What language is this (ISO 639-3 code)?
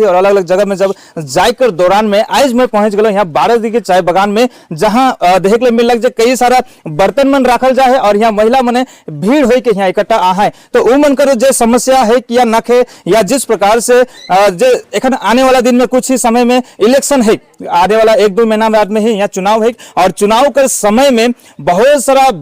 sck